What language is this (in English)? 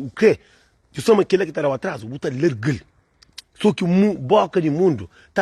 Kabuverdianu